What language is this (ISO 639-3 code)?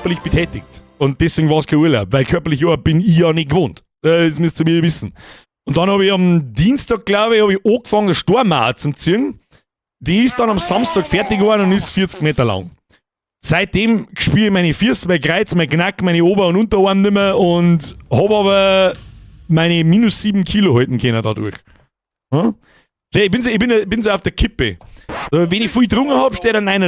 bar